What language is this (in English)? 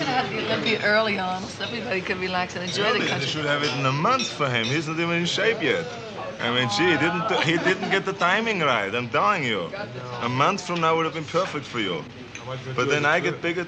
English